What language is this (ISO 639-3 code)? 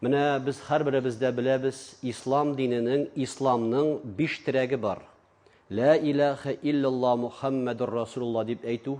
tat